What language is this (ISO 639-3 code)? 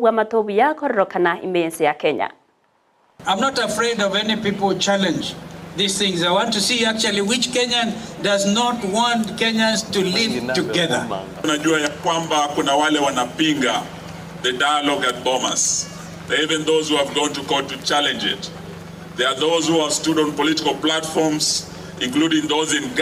guz